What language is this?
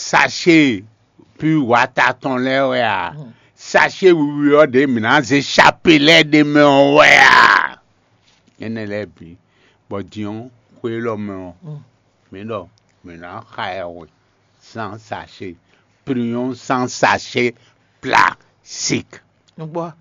Fon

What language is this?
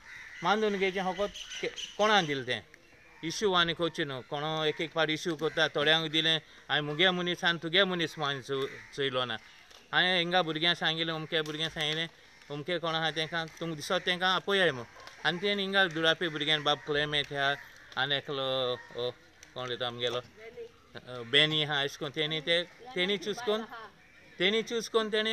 Konkani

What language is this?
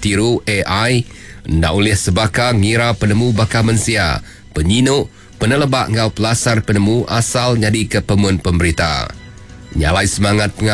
Iban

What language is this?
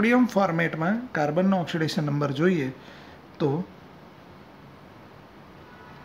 Gujarati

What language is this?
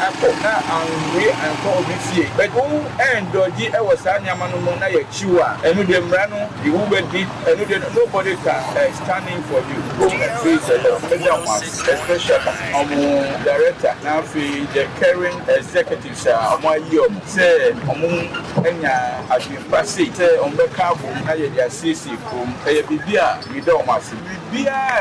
Akan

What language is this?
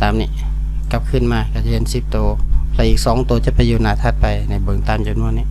Lao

